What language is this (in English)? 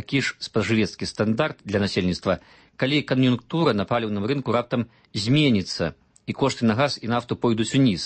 Belarusian